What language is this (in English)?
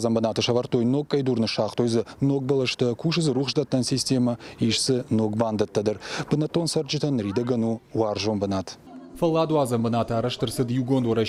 Ossetic